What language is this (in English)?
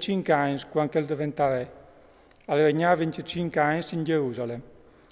Friulian